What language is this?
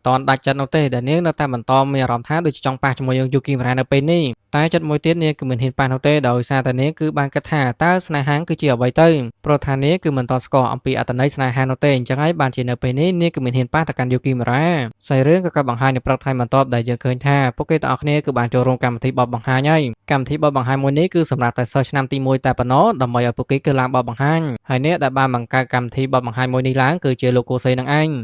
Khmer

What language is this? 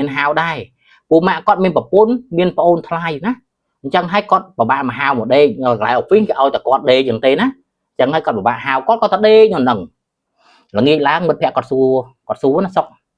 Khmer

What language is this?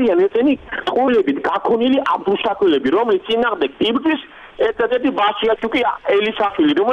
Georgian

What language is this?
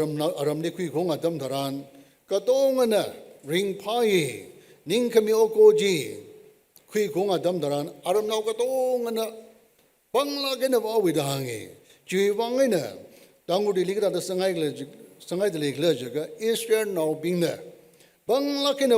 Tangkhul Naga (India)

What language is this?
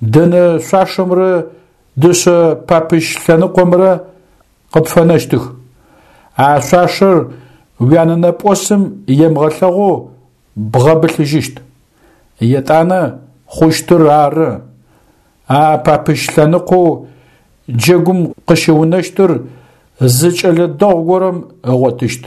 Adyghe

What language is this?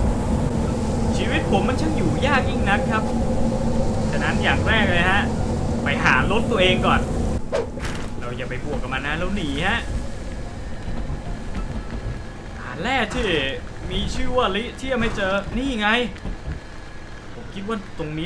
Thai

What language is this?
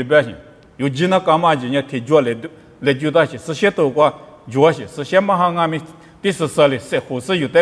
Lisu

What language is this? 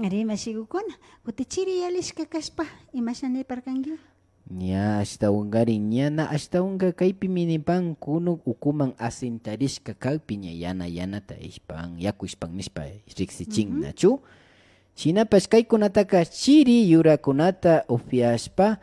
Imbabura Highland Quichua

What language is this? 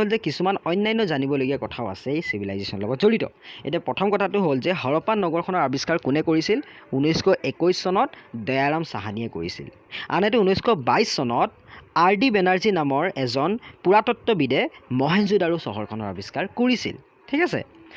Assamese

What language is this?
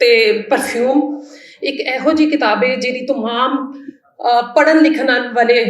Western Panjabi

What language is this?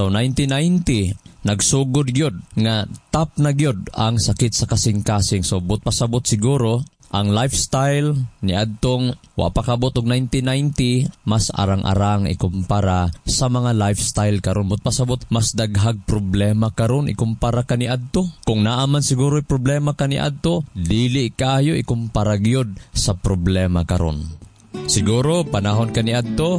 Cebuano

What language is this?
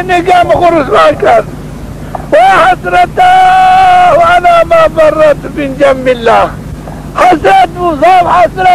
Zaza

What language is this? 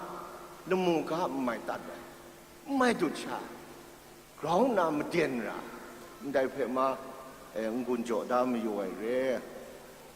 Kachin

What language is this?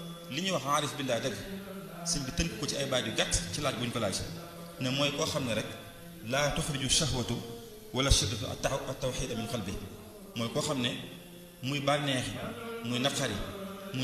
Wolof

